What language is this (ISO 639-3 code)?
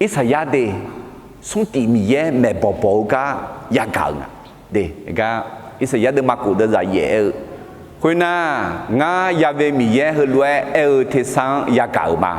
ahk